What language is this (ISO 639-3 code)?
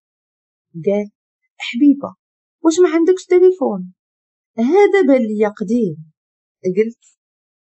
ary